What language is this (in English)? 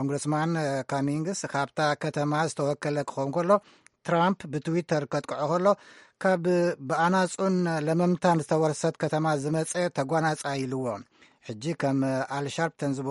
Tigrinya